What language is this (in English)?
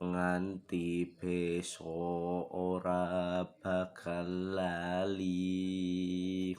Javanese